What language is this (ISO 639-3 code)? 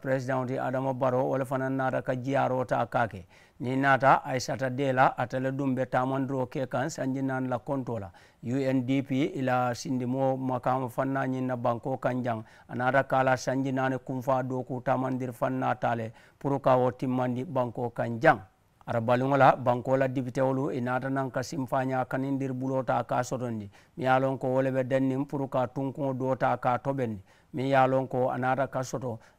man